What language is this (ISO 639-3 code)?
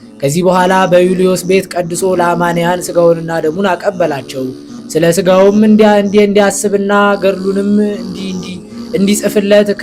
amh